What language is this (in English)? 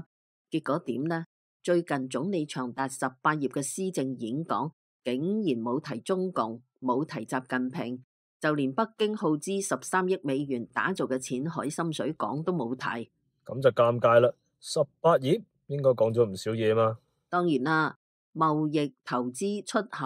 Cantonese